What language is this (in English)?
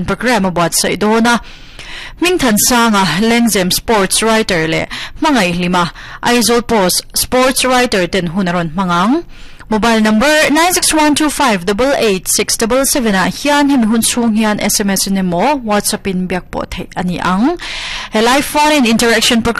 Mizo